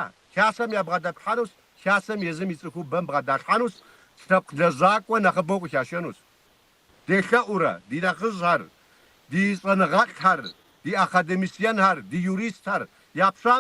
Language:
Kabardian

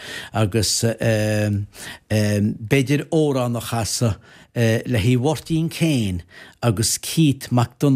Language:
Irish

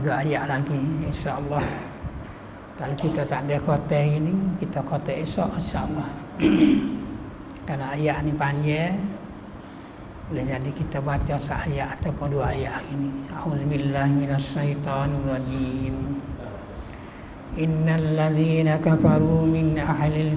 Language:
Malay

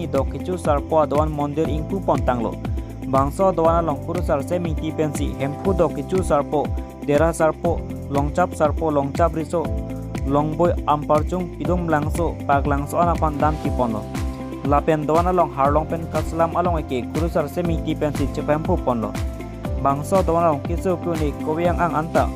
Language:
Karbi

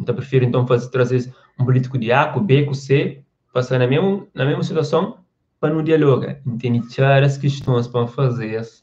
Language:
Kabuverdianu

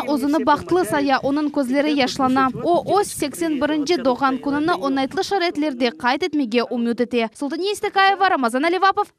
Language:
Crimean Tatar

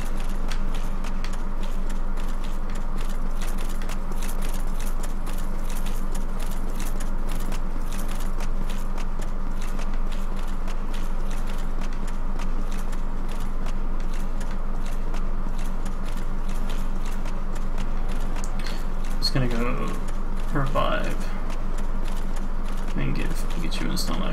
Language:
English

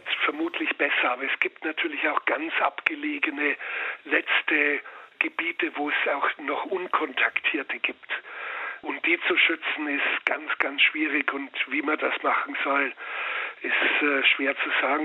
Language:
German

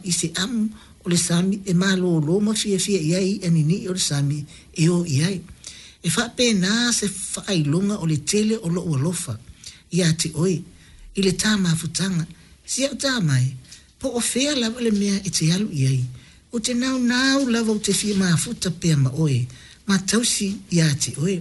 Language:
Samoan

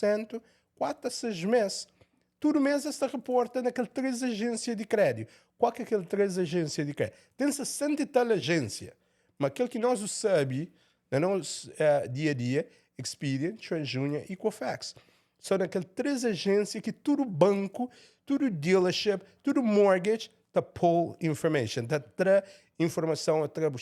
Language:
Kabuverdianu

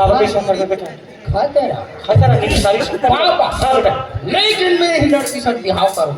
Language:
Chhattisgarhi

